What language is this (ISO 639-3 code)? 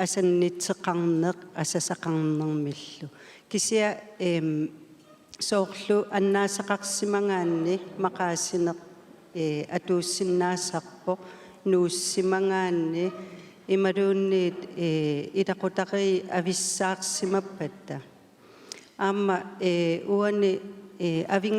kal